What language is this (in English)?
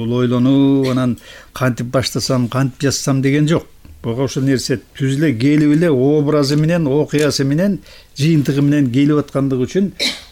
Kyrgyz